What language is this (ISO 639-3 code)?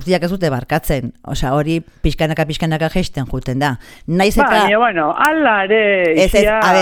eus